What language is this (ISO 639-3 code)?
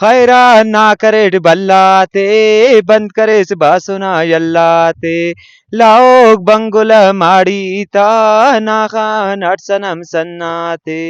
brh